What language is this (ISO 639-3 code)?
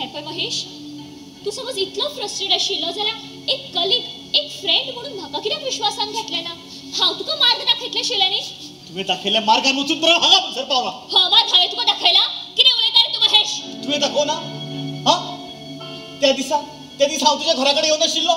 kok